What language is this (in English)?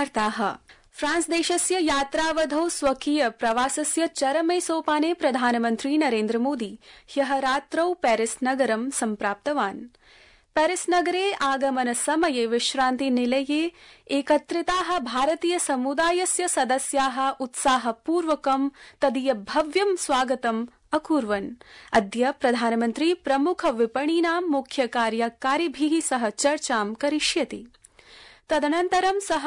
Sanskrit